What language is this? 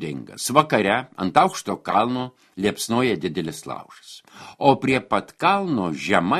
Lithuanian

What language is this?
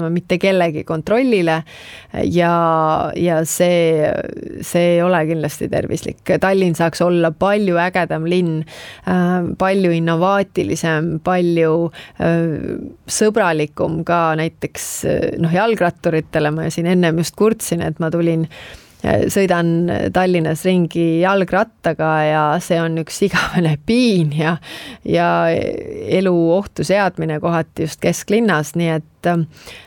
Estonian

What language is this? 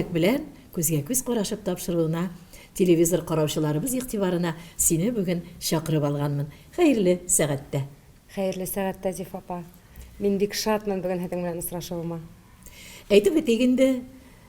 Tatar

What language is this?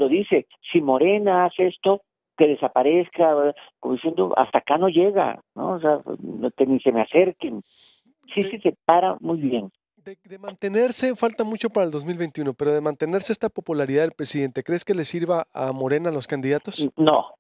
Spanish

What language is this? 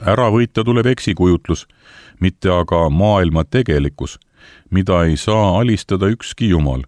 Estonian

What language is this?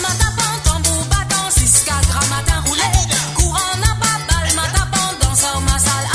Morisyen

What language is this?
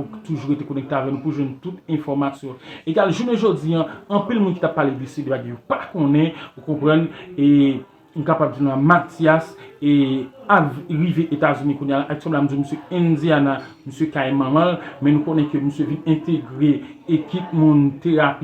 Haitian Creole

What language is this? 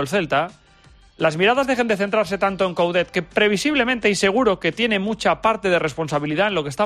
Spanish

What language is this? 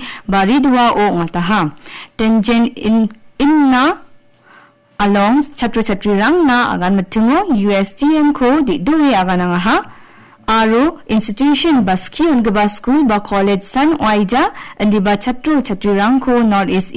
Garo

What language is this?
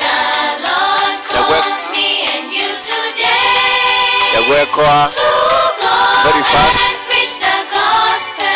Gusii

